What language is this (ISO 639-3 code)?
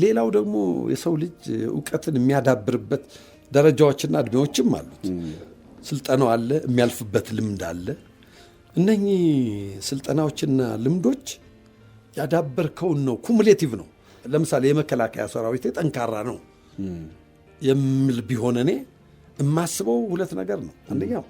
amh